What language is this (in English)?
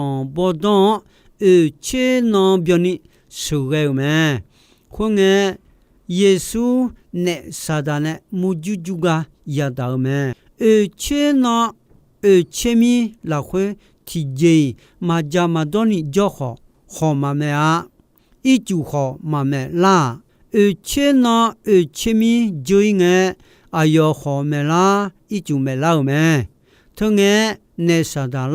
Akha